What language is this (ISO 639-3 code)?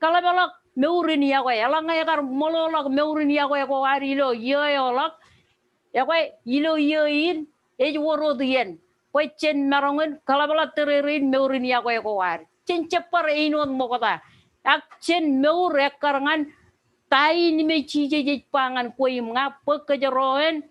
mah